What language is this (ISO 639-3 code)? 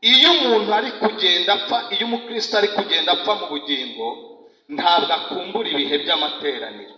kin